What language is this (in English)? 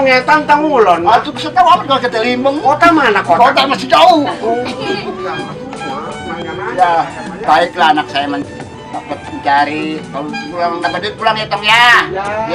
Betawi